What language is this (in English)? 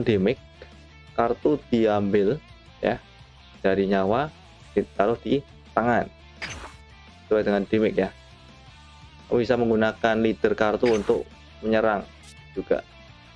Indonesian